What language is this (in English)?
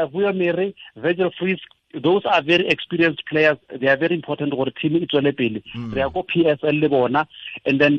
Tswana